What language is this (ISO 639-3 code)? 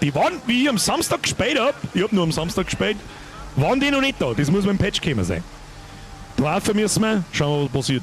bar